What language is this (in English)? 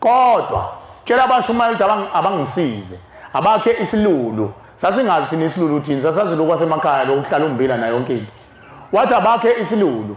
Zulu